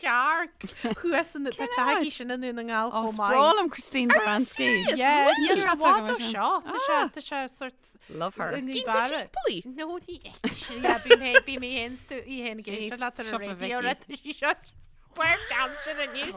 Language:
Irish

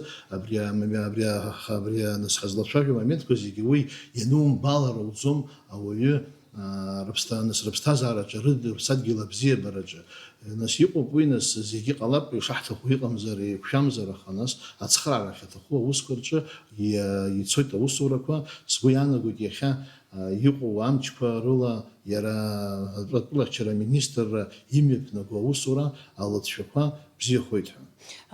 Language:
Abkhazian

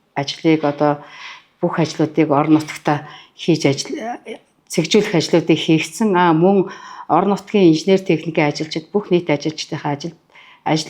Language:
Mongolian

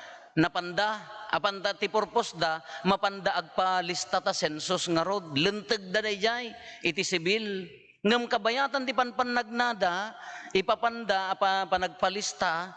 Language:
Iloko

